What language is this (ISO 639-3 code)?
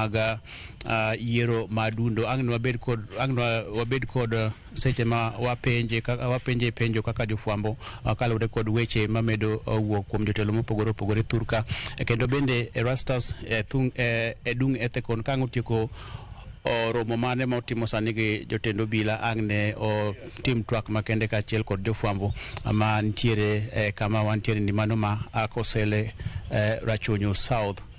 luo